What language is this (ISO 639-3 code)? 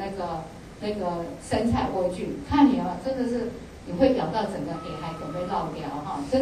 zho